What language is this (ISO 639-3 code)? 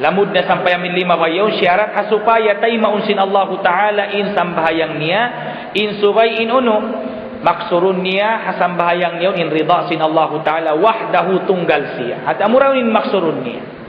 tsg